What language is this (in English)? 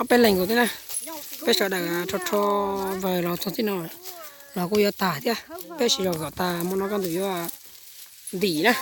Hmong